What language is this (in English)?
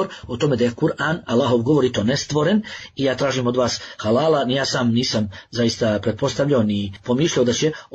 Bosnian